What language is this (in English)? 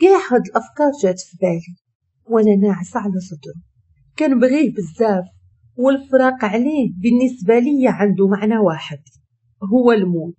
Moroccan Arabic